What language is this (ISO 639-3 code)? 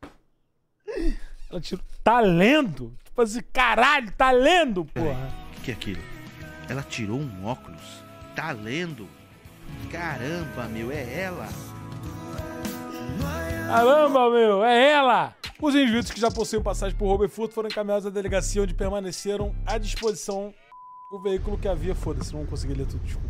por